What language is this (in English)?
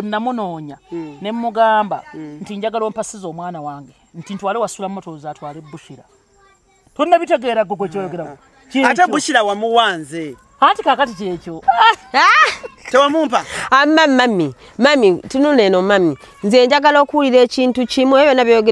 Ganda